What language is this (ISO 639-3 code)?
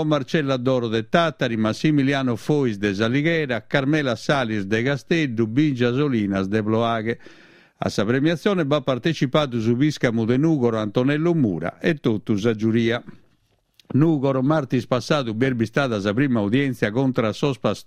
srd